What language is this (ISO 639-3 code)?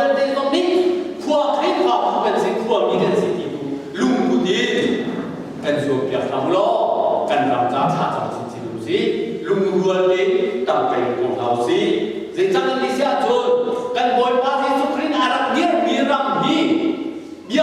cnh